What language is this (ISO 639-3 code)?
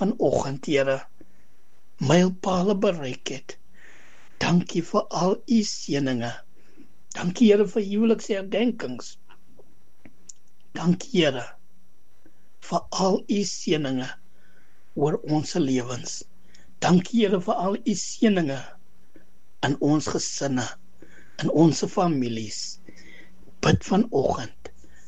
afr